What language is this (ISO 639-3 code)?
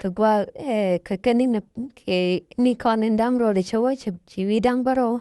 nus